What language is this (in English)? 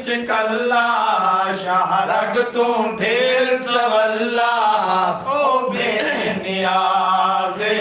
Saraiki